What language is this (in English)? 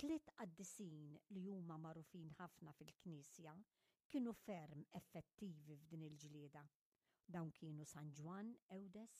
Maltese